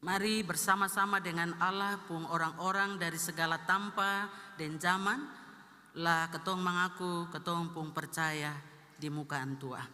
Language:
Ambonese Malay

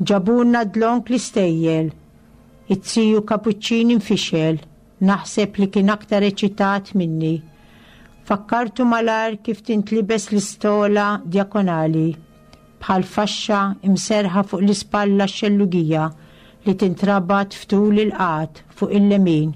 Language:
Maltese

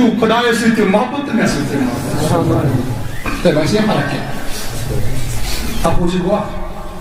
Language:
Kashmiri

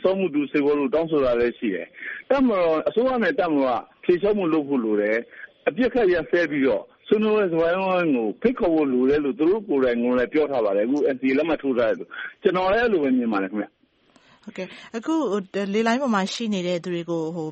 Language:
Burmese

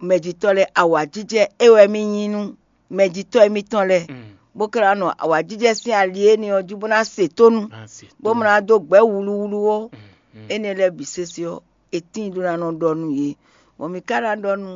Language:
Fon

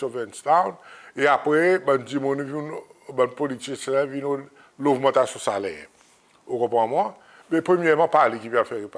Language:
Seselwa Creole French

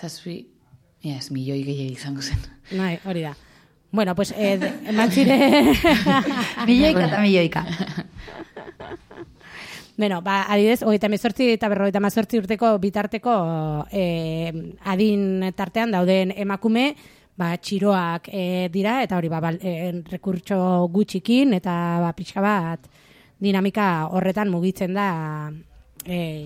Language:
Basque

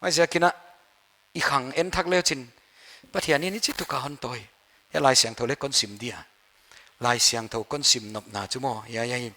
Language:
Paite Chin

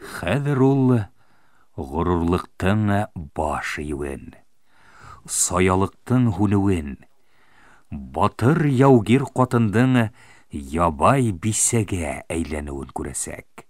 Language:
Bashkir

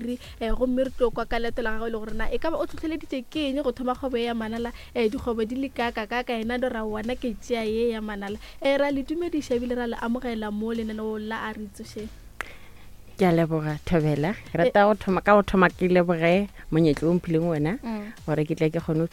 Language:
Northern Sotho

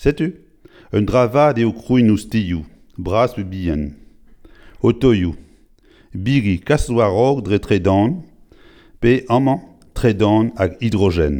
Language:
Breton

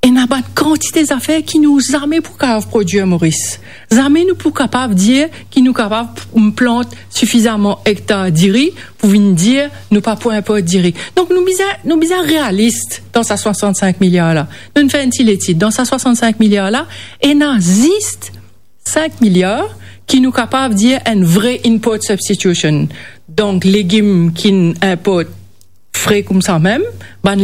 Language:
Morisyen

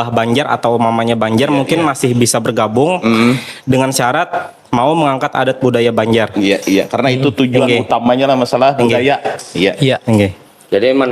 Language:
Banjar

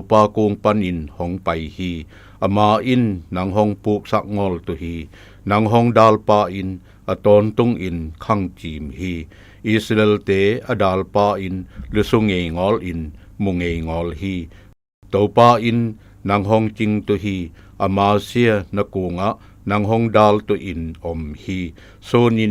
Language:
Zou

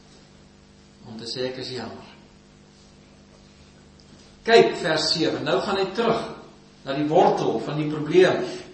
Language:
Afrikaans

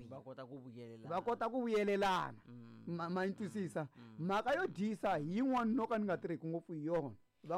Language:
Tsonga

